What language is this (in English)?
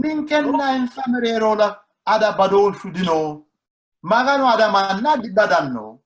Sidamo